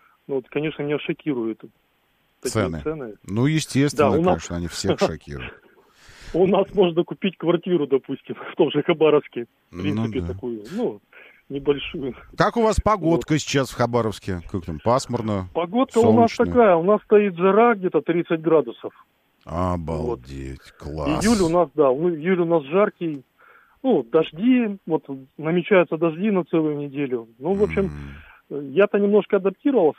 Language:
Russian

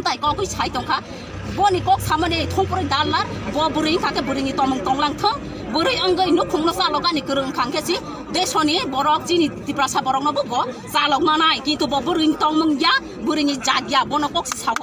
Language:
Kok Borok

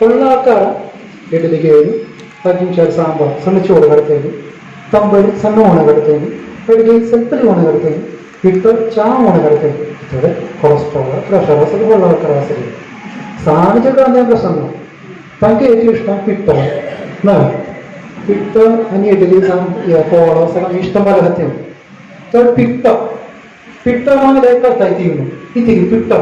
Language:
Konkani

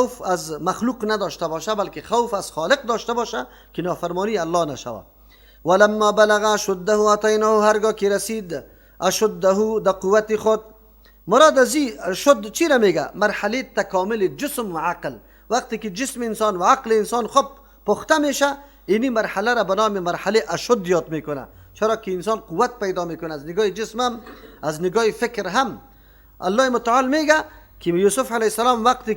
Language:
Persian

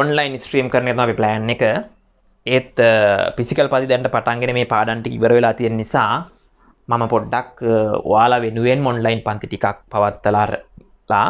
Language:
Sinhala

